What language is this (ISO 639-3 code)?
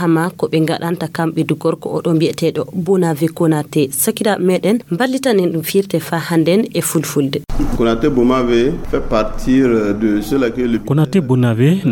ful